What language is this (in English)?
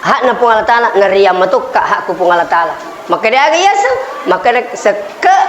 Buginese